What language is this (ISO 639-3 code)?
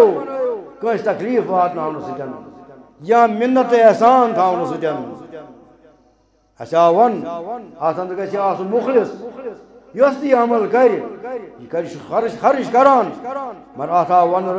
kas